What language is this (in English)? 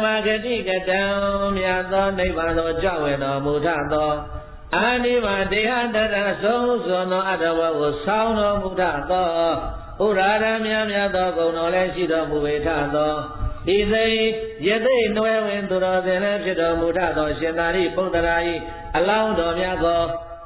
Burmese